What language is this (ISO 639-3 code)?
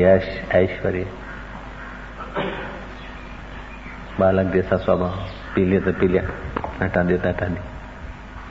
hin